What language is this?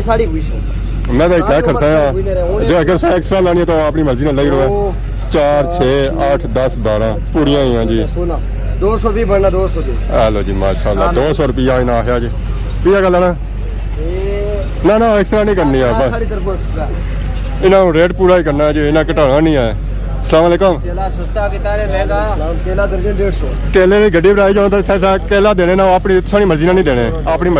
Pahari-Potwari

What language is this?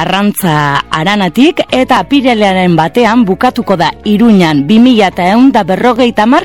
Basque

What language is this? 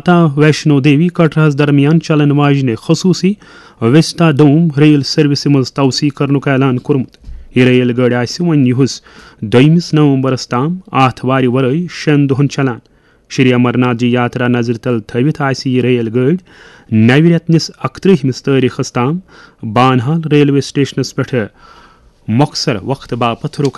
Kashmiri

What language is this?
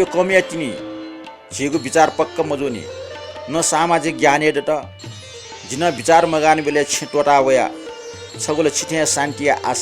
Newari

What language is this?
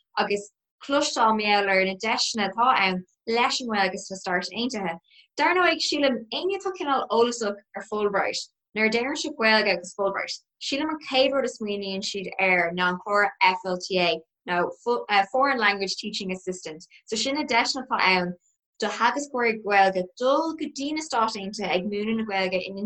Irish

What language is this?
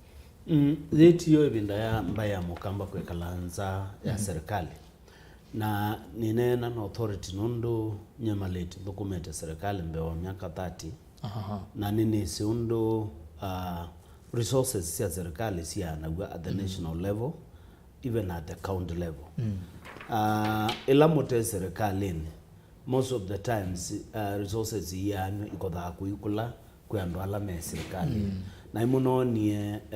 Kamba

